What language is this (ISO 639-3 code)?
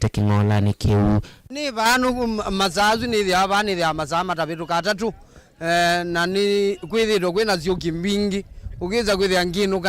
kam